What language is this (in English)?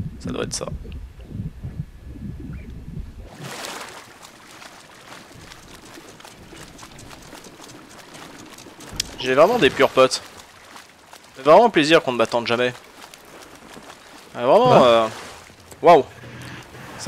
French